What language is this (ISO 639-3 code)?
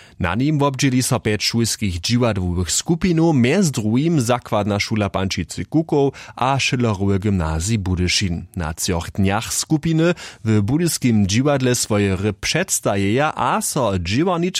hsb